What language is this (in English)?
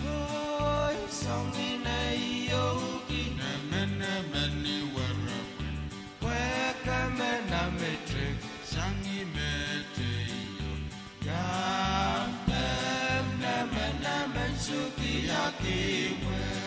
Pohnpeian